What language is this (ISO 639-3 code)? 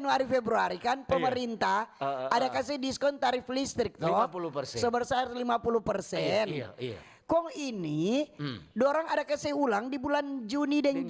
xmm